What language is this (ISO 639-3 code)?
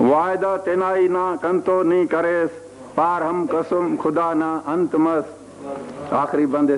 brh